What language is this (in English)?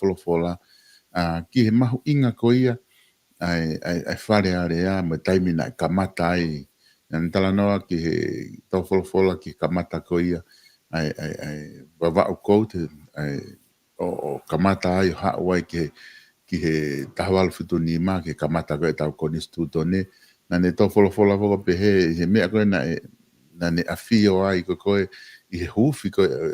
Tongan